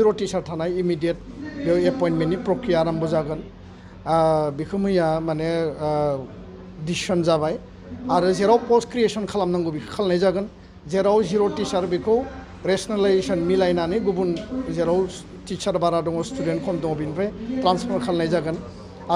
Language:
Bodo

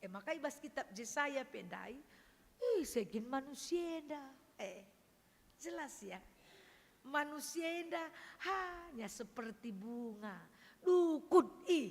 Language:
Batak Karo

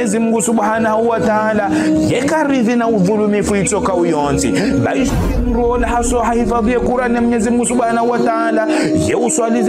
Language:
Ngazidja Comorian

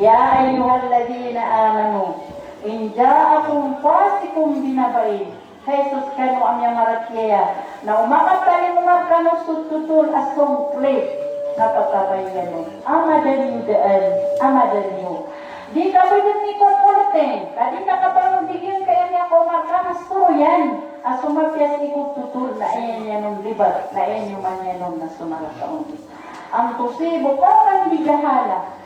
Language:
Maranao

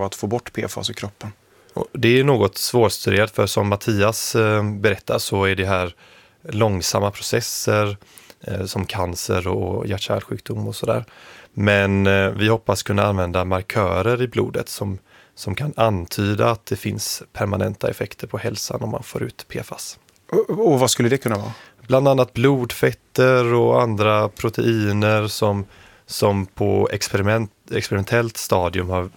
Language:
Swedish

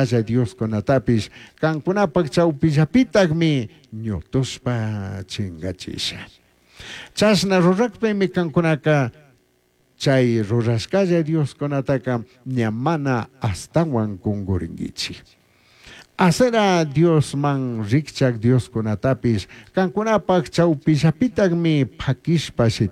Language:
Chimborazo Highland Quichua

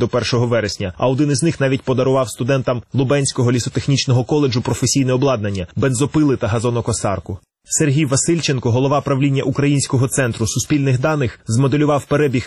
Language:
Ukrainian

